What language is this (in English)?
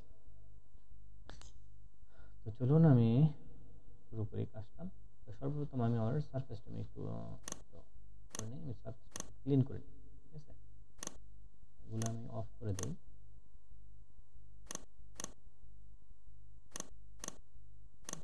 Bangla